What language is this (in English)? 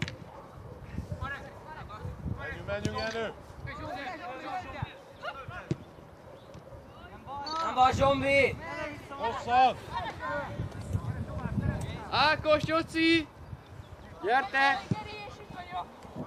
Hungarian